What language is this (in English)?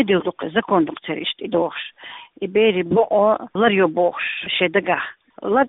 Chechen